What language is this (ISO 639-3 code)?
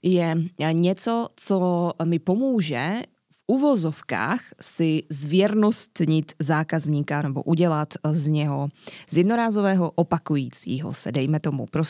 ces